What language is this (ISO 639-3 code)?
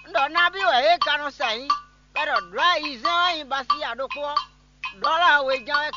fon